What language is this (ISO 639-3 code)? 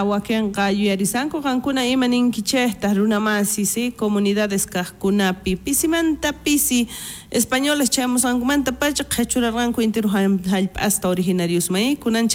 quh